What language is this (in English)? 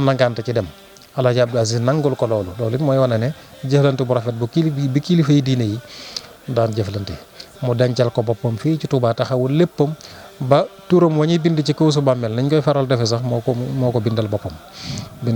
Wolof